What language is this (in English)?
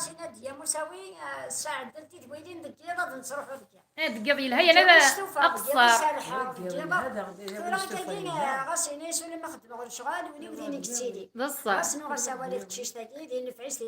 Kabyle